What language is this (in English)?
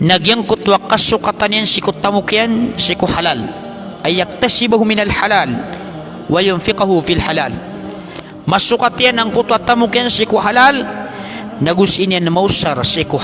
Maranao